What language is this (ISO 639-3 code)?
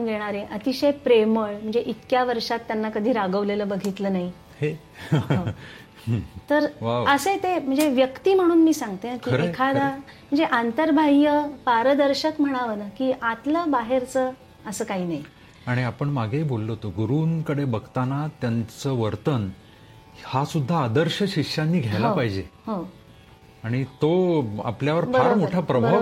mar